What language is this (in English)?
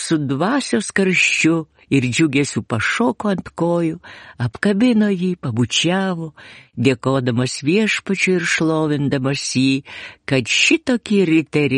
Lithuanian